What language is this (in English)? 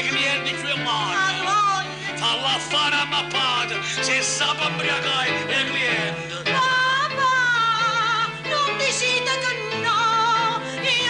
Neapolitan